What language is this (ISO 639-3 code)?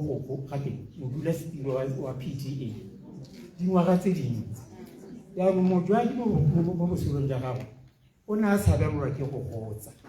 tsn